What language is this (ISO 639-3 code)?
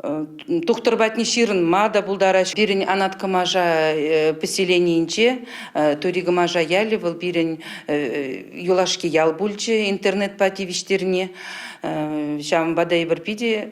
chv